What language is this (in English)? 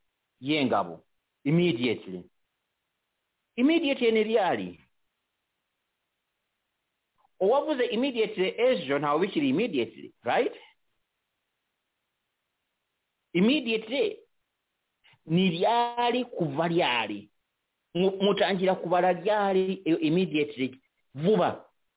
Kinyarwanda